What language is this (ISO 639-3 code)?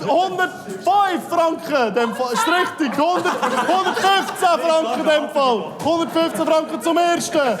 gsw